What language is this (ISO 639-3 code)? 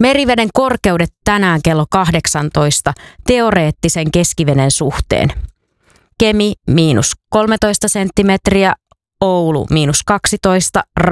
fin